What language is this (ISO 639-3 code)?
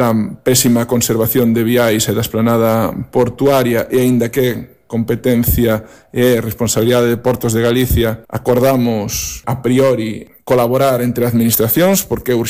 glg